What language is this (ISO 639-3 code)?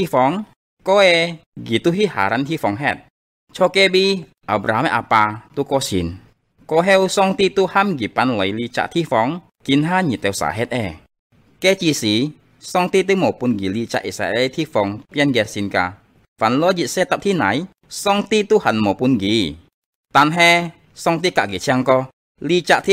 hak